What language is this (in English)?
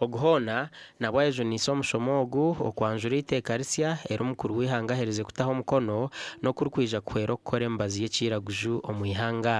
Nyankole